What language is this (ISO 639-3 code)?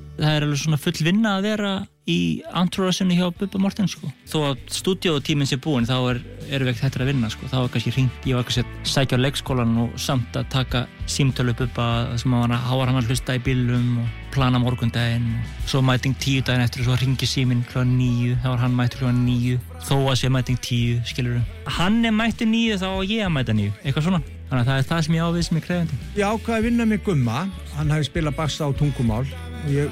isl